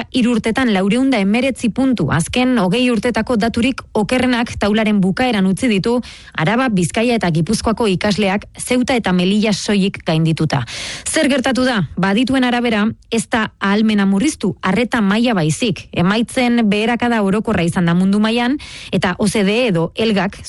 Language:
Basque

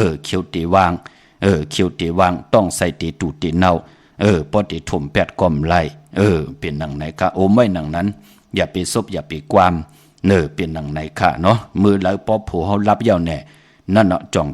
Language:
Shan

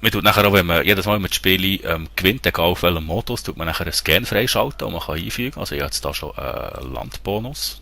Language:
Swiss German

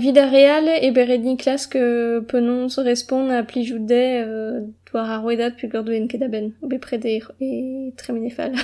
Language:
Breton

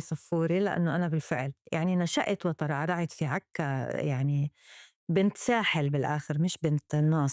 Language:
North Levantine Arabic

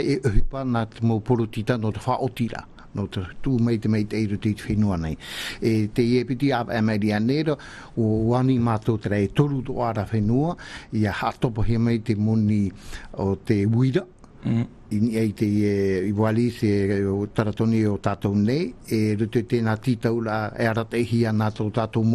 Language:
Tahitian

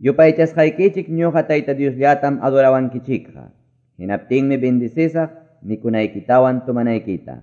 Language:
Quechua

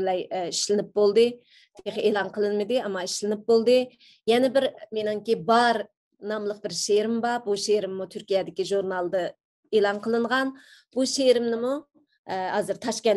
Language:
Uyghur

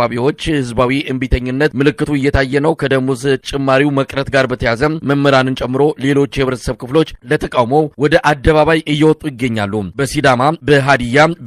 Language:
Amharic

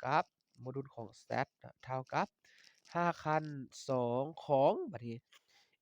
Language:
Lao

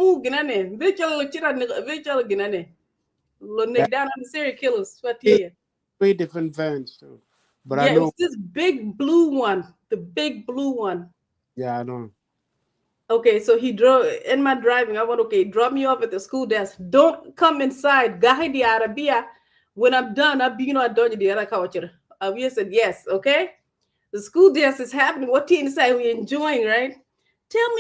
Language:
Acoli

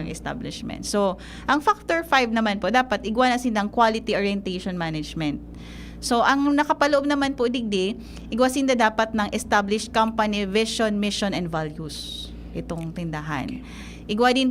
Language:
Bikol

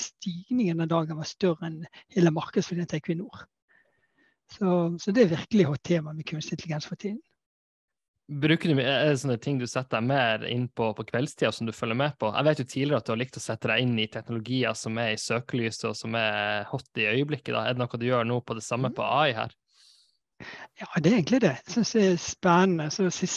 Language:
Norwegian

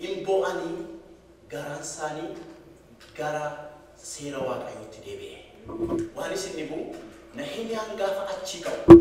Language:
Oromo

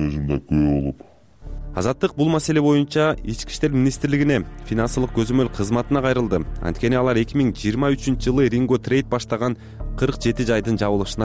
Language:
Kyrgyz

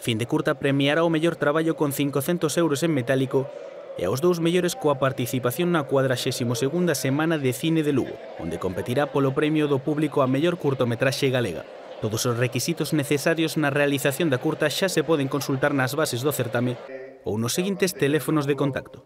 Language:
Galician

